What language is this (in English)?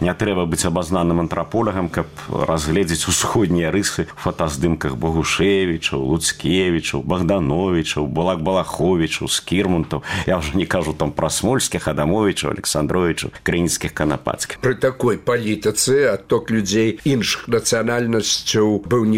Belarusian